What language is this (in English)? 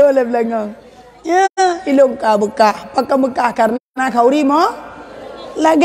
Achinese